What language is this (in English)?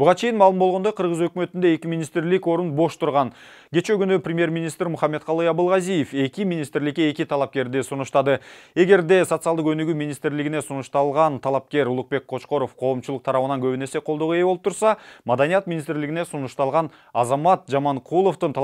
Kyrgyz